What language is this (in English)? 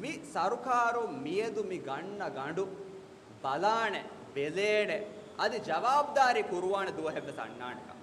Divehi